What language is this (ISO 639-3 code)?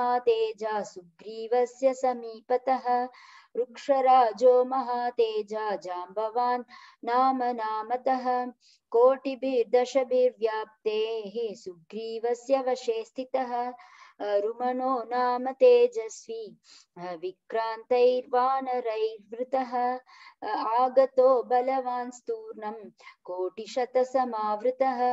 san